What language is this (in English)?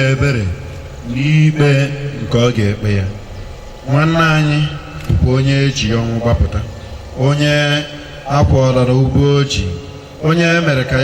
Igbo